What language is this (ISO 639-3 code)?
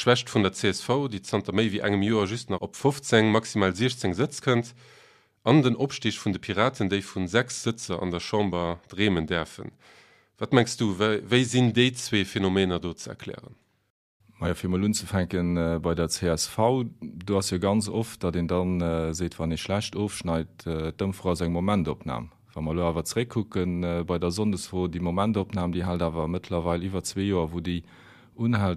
ltz